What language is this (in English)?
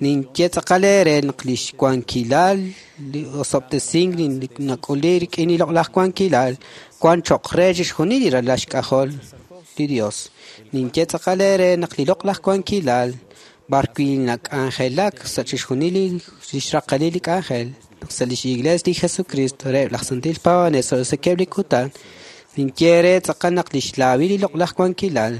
Kekchí